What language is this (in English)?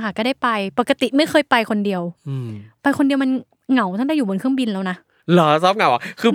Thai